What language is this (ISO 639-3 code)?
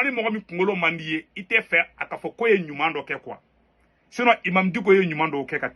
bam